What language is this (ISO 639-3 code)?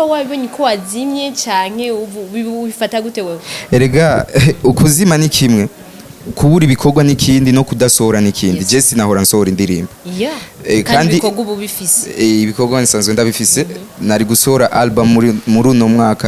run